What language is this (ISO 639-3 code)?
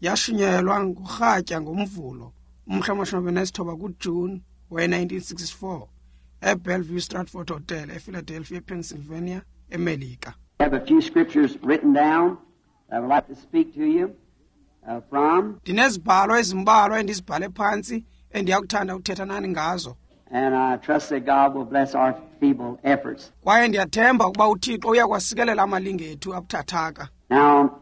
xho